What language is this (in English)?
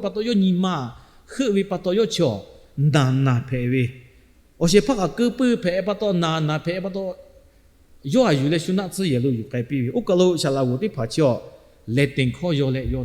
Lahu